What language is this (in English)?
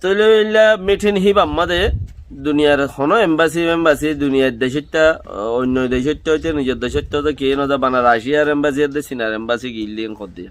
Rohingya